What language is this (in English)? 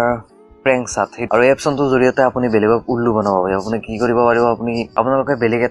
Assamese